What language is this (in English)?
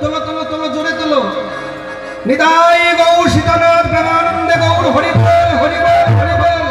Bangla